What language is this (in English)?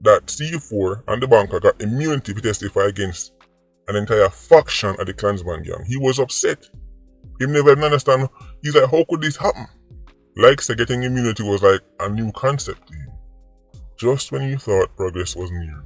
Jamaican Creole English